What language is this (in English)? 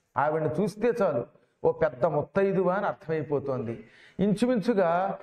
Telugu